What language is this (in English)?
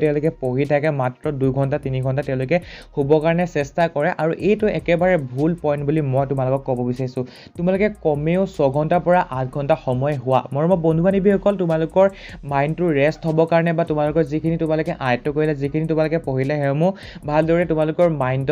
Assamese